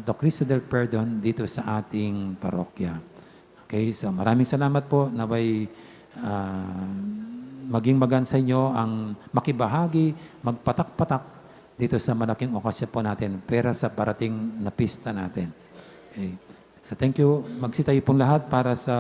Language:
Pampanga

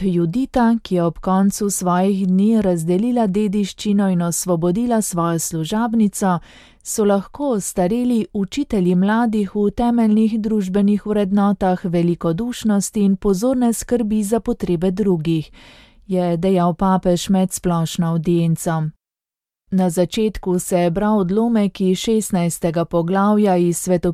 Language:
Slovenian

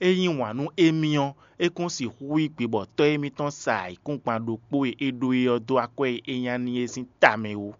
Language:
Fon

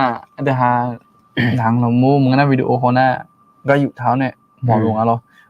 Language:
Akha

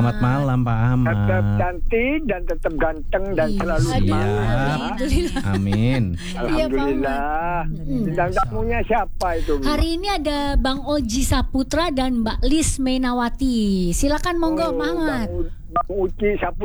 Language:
Indonesian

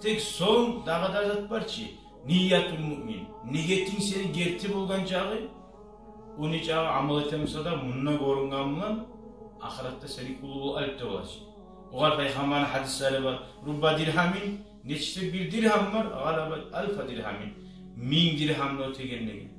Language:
Kumyk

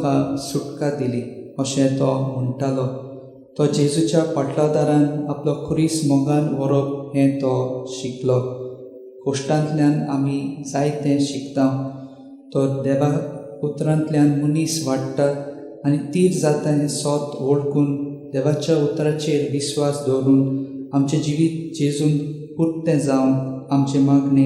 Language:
Konkani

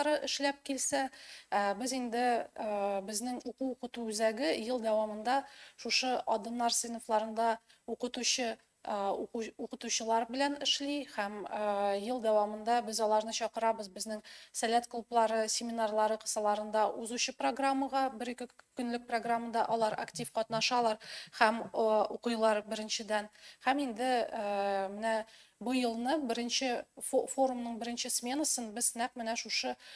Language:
Tatar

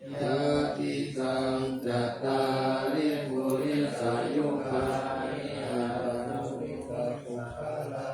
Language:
Pali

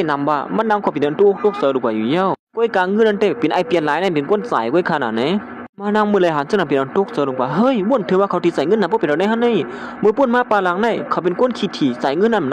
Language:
Shan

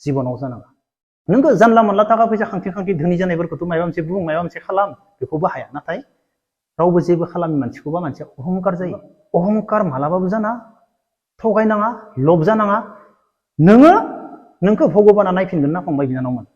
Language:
Bodo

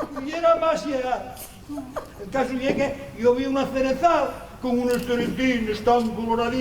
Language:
Asturian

